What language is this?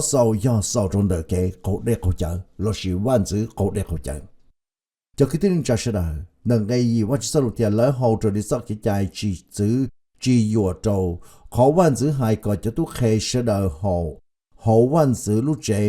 Hmong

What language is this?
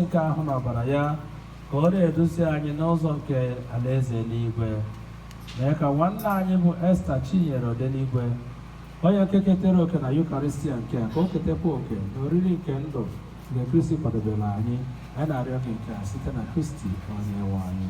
Igbo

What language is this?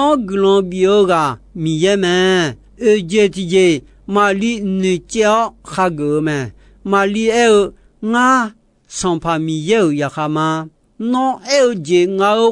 Akha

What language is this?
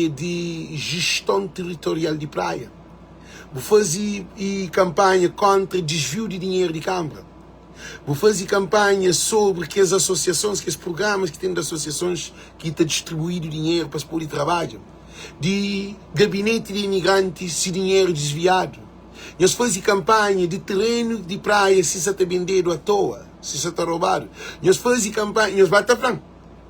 Kabuverdianu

